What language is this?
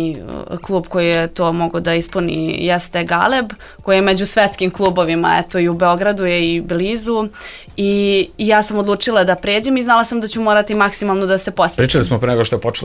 Serbian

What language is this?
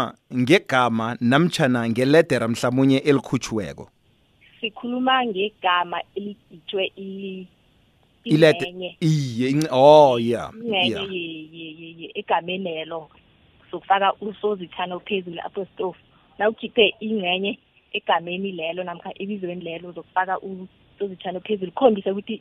South Ndebele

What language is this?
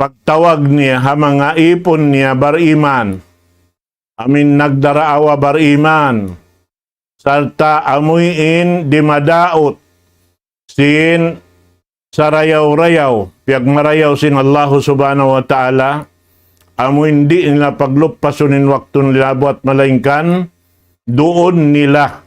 Tausug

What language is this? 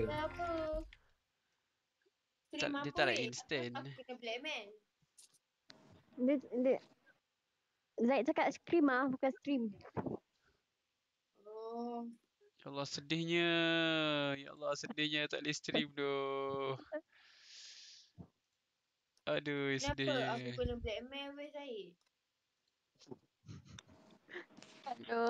Malay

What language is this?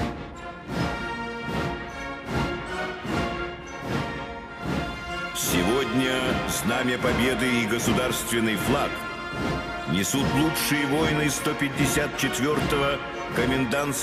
Russian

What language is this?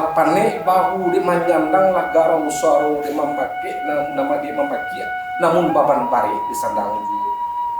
Minangkabau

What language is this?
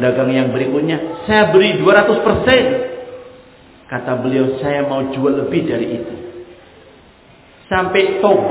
Indonesian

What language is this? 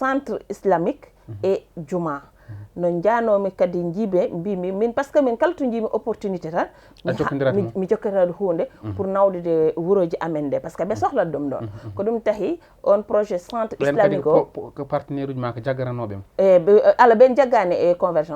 Fula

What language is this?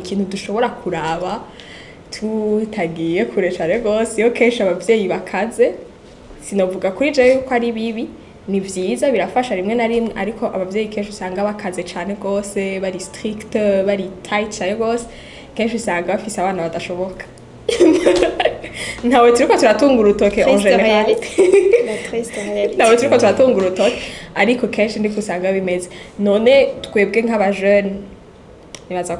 Rundi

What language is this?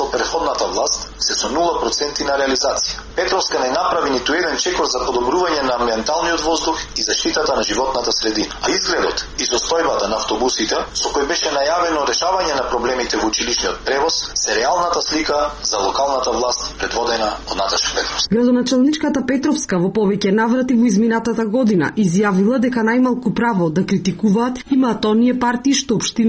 Macedonian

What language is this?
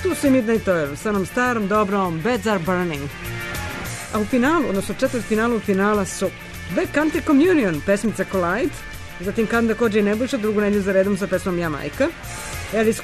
Serbian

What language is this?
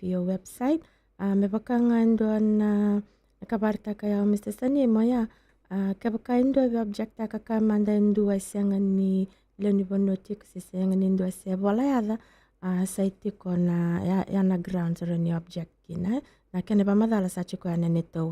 Fijian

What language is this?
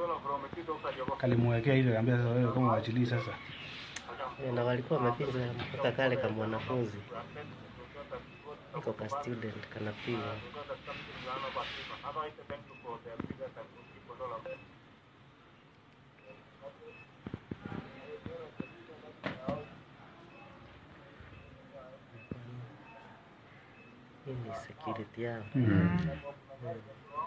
Swahili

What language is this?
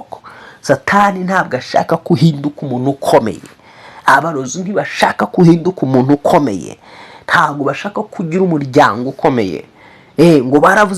Kinyarwanda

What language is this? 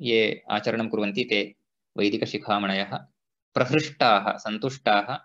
Sanskrit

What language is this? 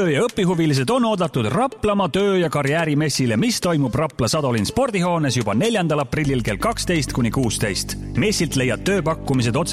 Estonian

